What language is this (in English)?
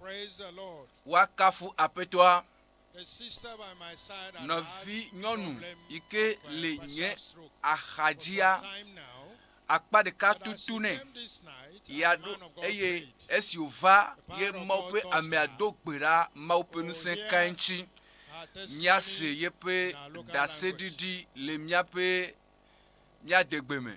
Ewe